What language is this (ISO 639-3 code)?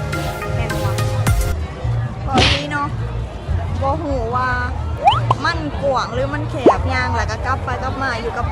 lao